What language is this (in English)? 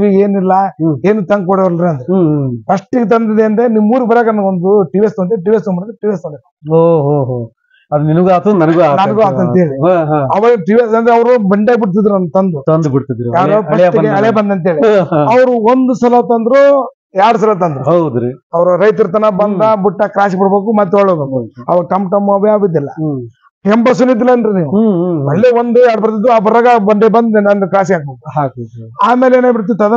Kannada